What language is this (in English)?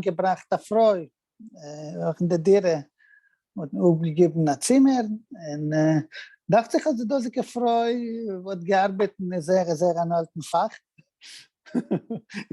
Yiddish